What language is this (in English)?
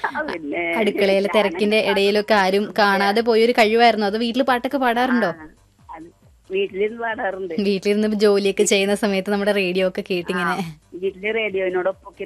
Malayalam